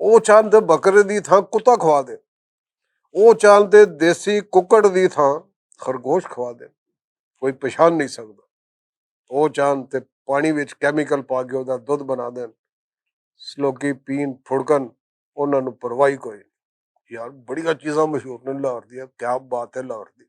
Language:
Western Panjabi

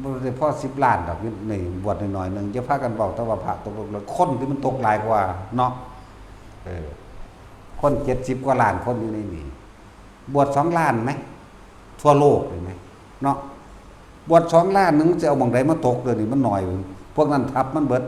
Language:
Northeastern Thai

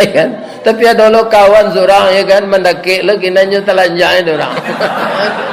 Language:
Minangkabau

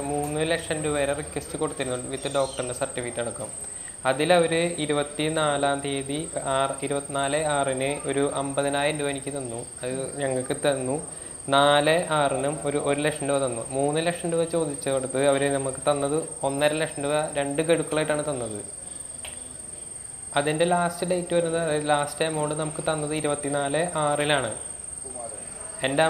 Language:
Malayalam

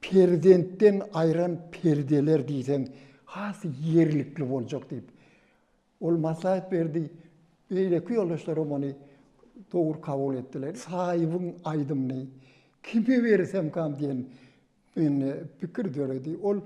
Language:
Turkmen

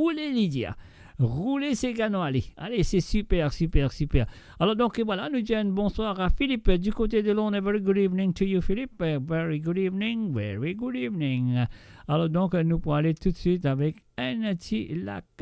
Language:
Morisyen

